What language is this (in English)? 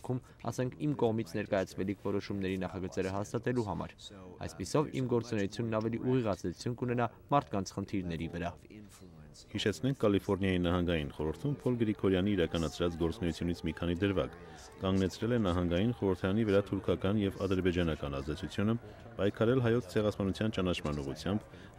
Armenian